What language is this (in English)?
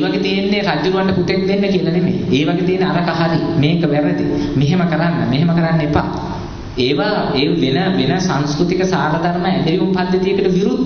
Sinhala